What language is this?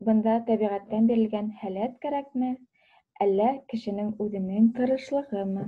Bashkir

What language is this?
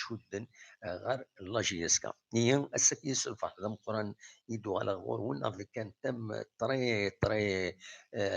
Kabyle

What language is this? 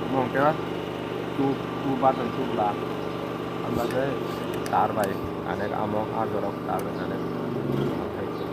Kok Borok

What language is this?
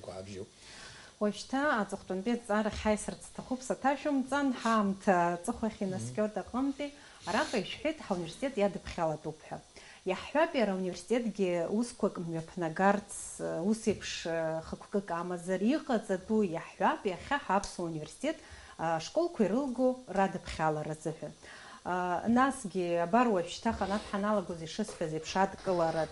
Abkhazian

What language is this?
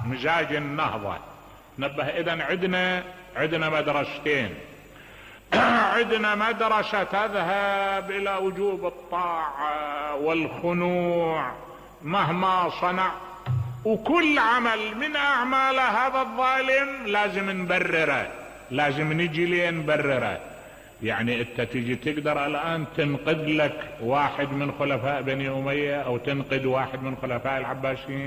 Mesopotamian Arabic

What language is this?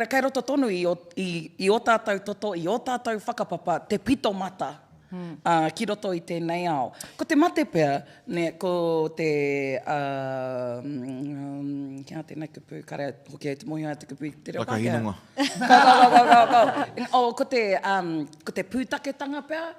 Māori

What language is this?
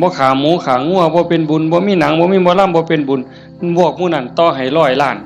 Northeastern Thai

